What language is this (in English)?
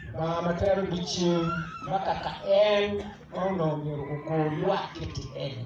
Acoli